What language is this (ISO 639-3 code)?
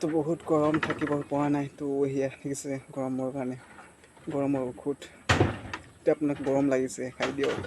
asm